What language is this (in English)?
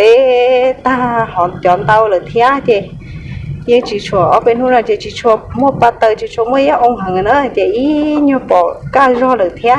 Hmong